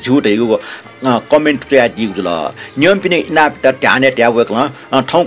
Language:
Newari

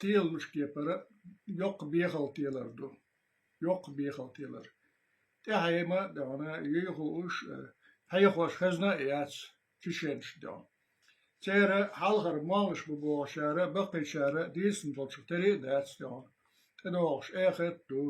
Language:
Chechen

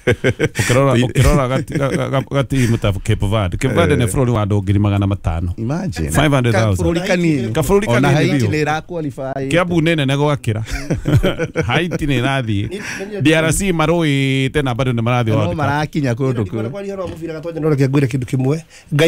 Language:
Kikuyu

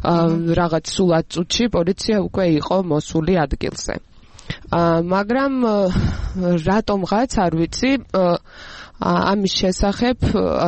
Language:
Georgian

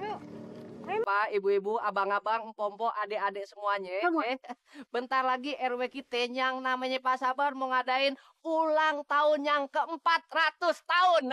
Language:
Betawi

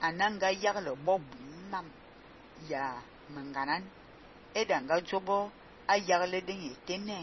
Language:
Fang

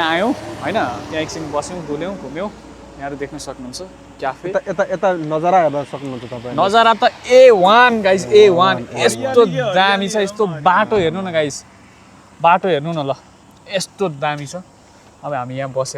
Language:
Nepali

